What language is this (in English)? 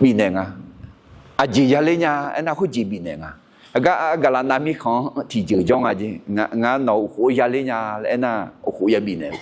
Akha